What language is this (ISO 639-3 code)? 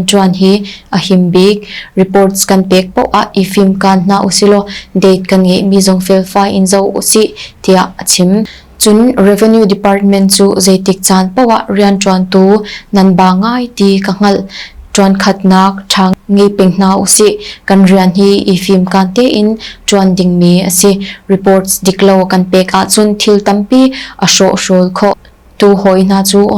cnh